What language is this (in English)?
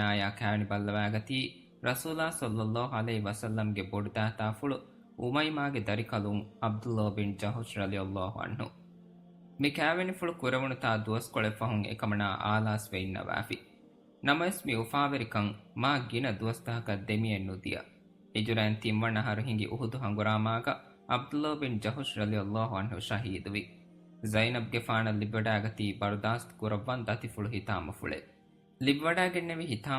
Divehi